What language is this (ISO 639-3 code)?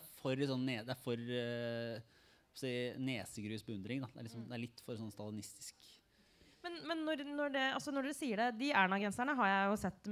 nor